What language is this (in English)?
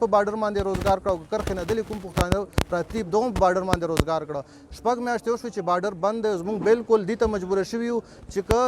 Pashto